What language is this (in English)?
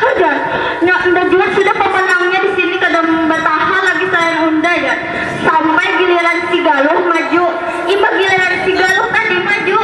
Banjar